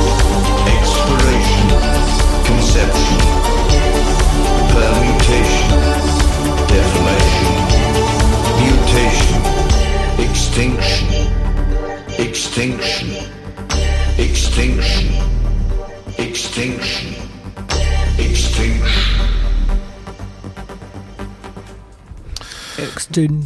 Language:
French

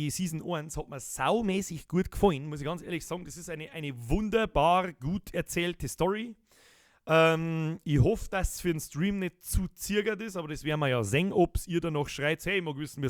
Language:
Bavarian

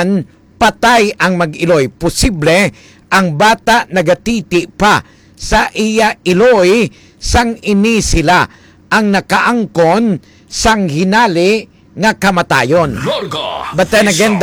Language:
Hiligaynon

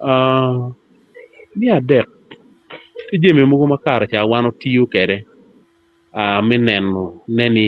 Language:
Acoli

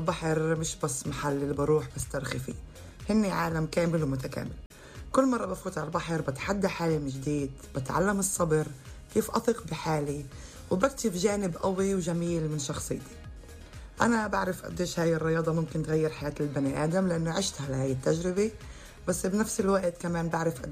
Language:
North Levantine Arabic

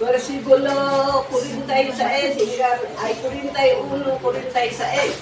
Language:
Iloko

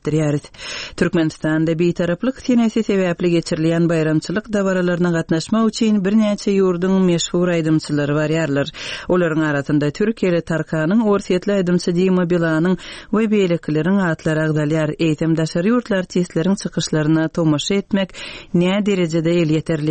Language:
Turkmen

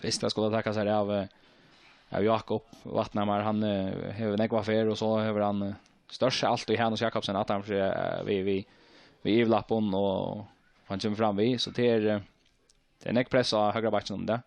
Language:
Faroese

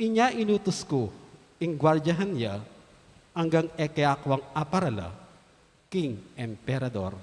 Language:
Pampanga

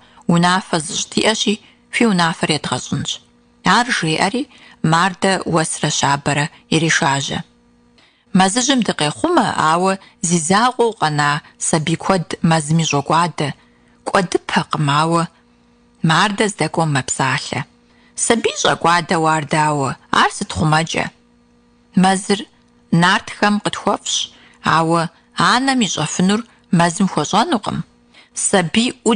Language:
Kabardian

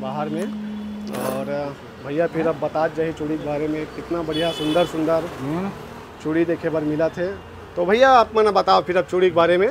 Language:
Chhattisgarhi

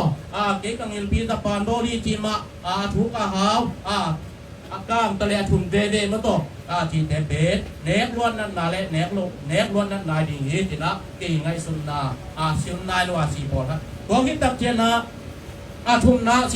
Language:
Tedim Chin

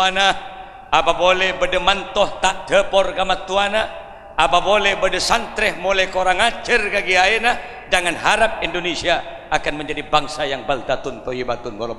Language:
Madurese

